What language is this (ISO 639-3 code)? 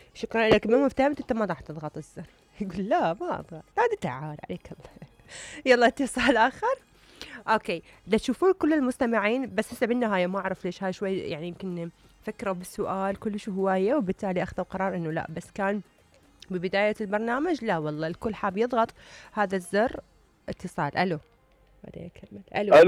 acm